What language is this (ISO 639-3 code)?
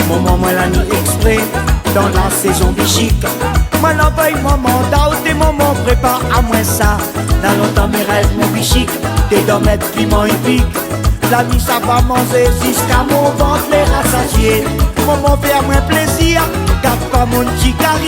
rcf